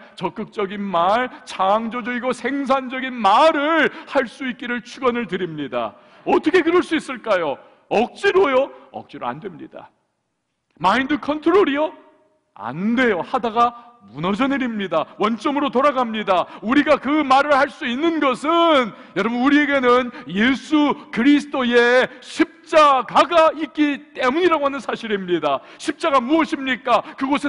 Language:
Korean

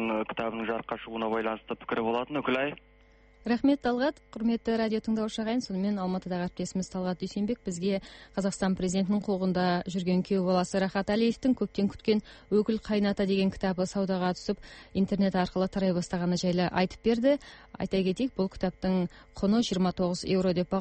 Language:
Kazakh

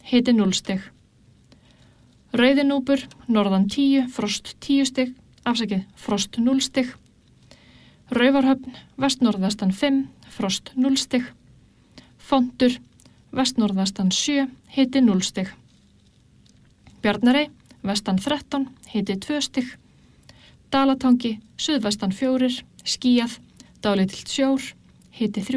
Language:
Icelandic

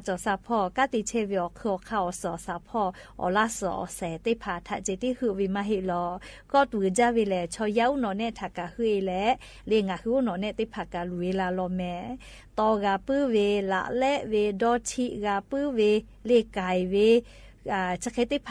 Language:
Lahu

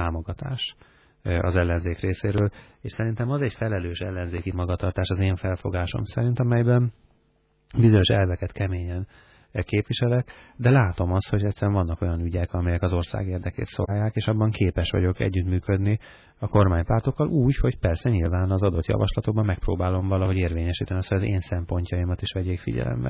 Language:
Hungarian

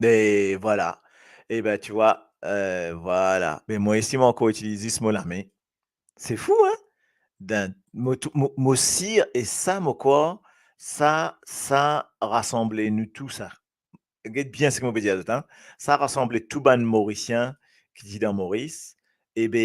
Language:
Morisyen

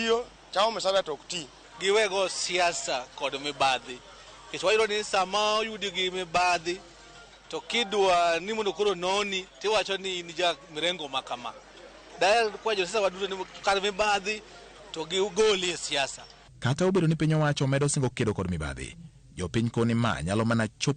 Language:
Luo (Kenya and Tanzania)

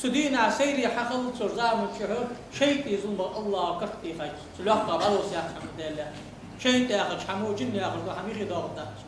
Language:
Ingush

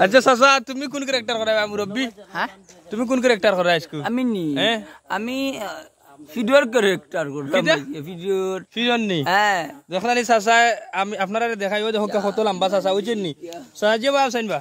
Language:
Sylheti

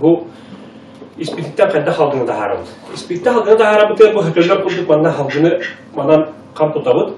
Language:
Yakut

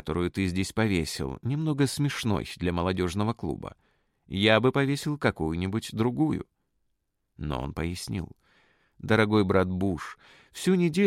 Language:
Russian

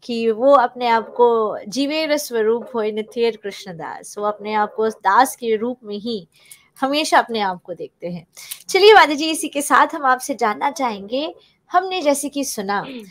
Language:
Hindi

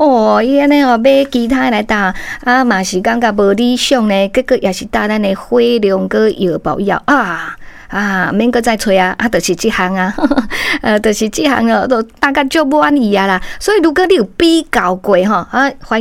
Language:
Min Nan Chinese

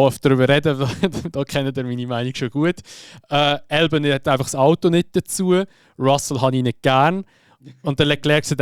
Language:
Swiss German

